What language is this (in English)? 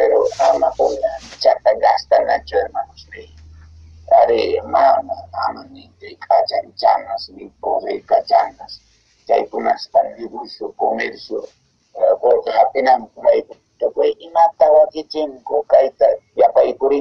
Quechua